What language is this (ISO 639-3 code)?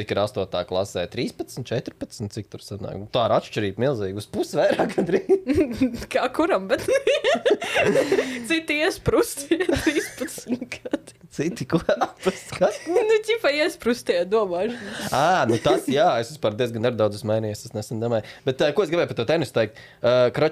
lav